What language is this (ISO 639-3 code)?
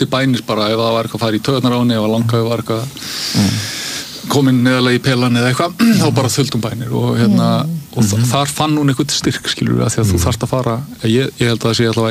isl